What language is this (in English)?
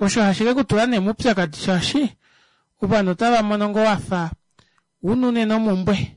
Kuanyama